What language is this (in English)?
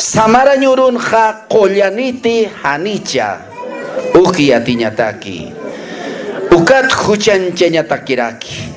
Aymara